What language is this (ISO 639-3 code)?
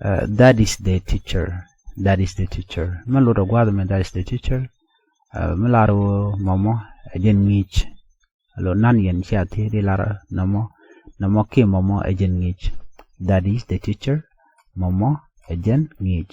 nus